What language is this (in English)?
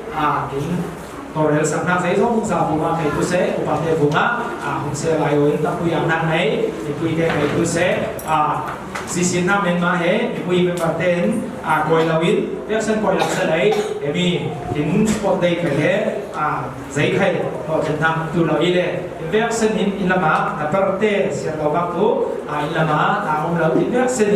Falam Chin